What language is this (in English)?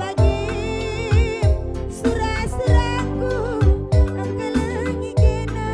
Batak Karo